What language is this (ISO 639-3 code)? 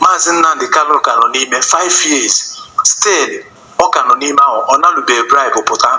ibo